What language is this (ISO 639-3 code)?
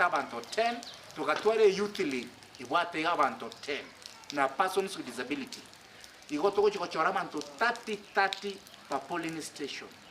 guz